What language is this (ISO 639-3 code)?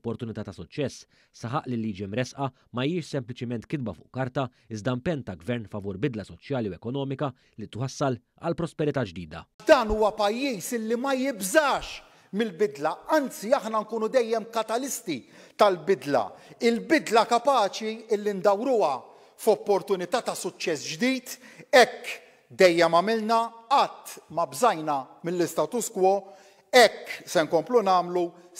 mlt